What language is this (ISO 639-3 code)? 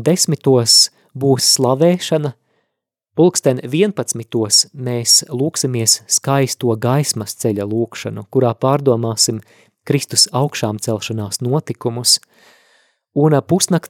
lav